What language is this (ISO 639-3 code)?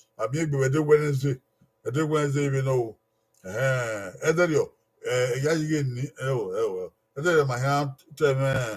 bin